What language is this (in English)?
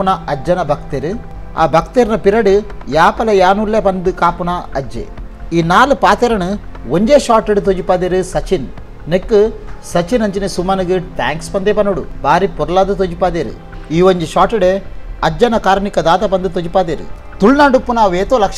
Tulu